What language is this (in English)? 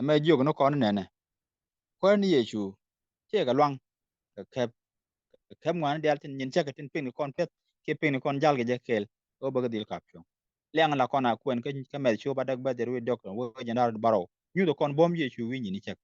Nuer